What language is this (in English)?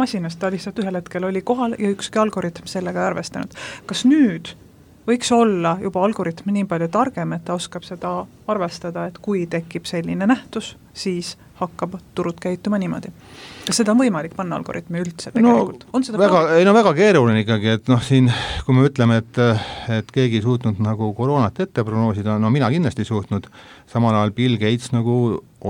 Estonian